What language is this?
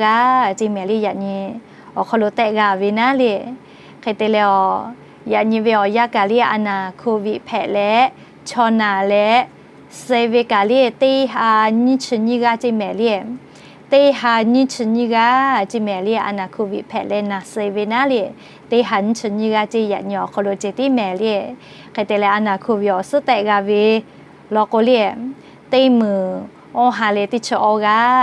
Lahu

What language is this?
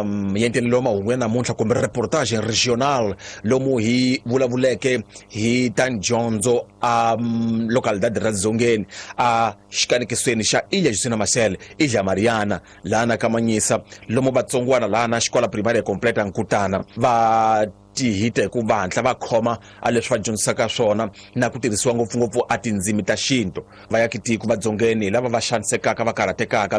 Tsonga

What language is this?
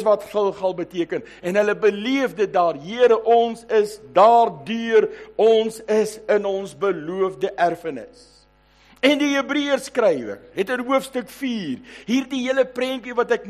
Afrikaans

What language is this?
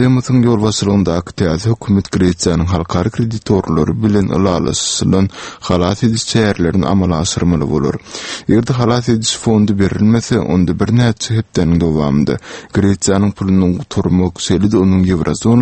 Turkmen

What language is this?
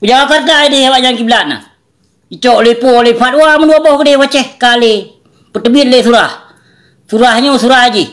Achinese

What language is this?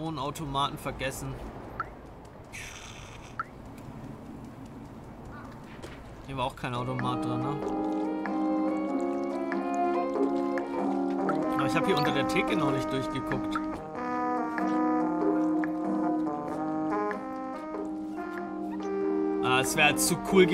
German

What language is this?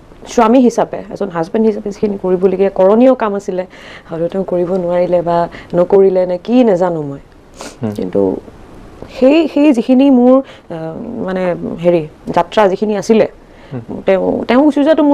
Assamese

